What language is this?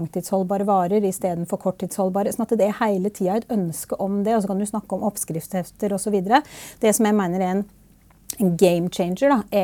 Norwegian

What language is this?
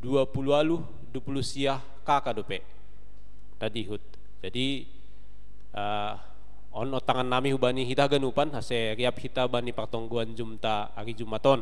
Batak Simalungun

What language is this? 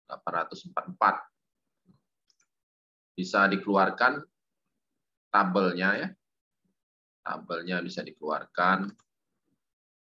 Indonesian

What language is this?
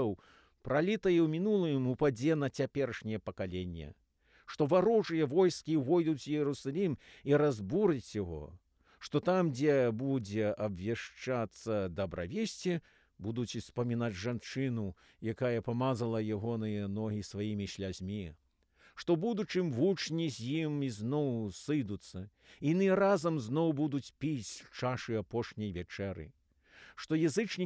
Belarusian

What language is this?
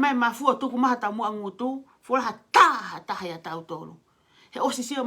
Tongan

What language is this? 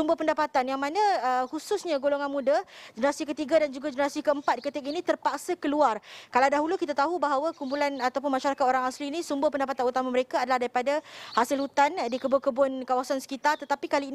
Malay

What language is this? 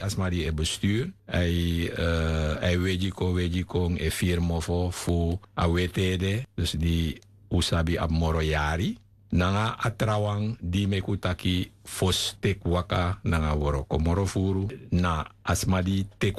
Sranan Tongo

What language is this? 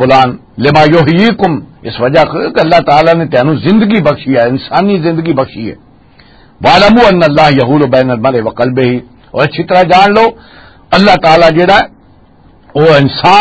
Western Panjabi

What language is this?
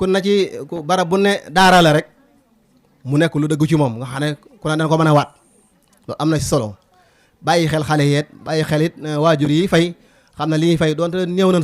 Wolof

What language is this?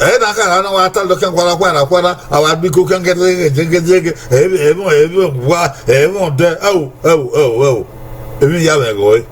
Bini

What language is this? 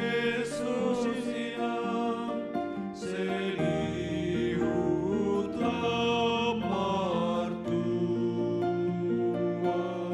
Batak Simalungun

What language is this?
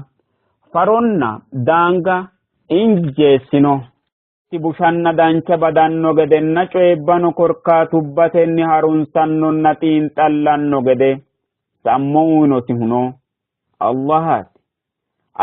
Sidamo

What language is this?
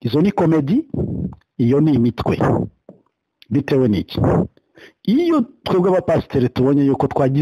Kinyarwanda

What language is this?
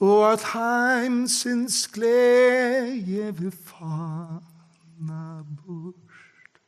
Faroese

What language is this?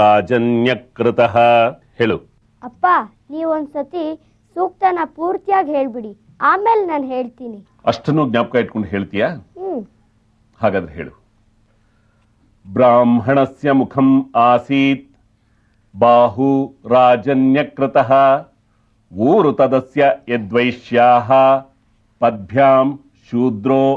Kannada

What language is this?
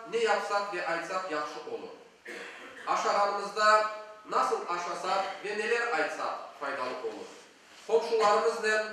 Crimean Tatar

